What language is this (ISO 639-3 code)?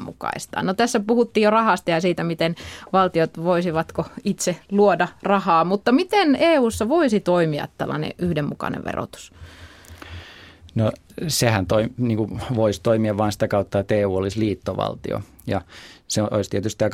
fin